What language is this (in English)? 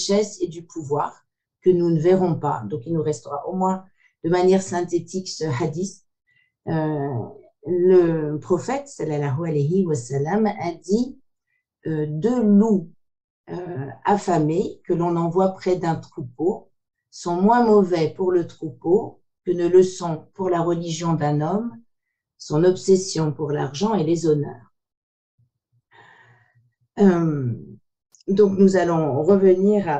French